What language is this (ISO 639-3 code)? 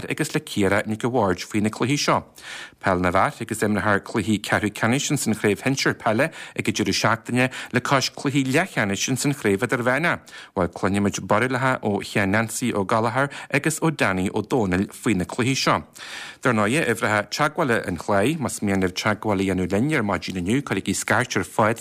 gle